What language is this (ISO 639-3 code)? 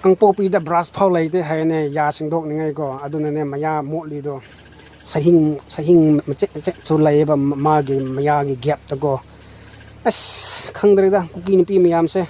mni